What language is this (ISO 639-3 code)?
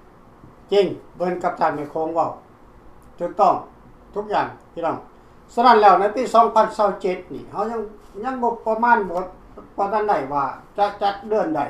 lao